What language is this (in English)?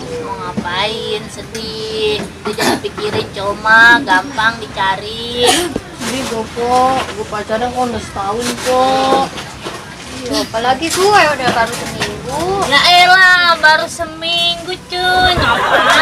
Betawi